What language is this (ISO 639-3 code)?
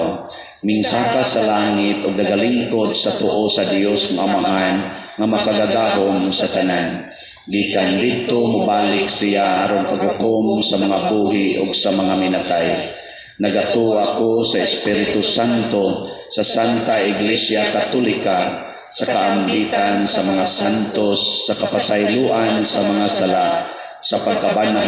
ceb